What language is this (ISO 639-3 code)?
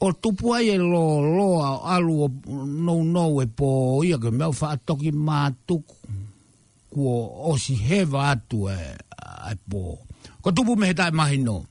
ton